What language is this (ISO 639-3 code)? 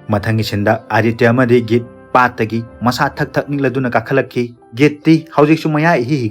mni